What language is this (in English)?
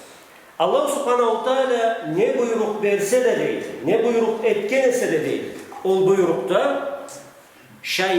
Karachay-Balkar